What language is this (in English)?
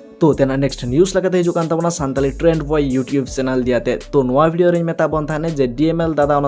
Santali